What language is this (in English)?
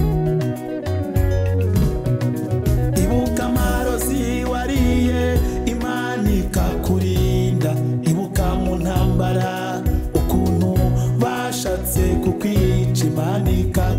Kinyarwanda